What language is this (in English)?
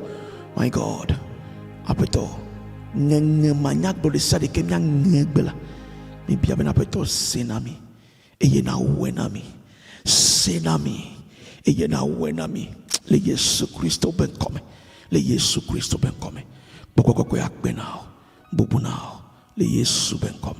Ewe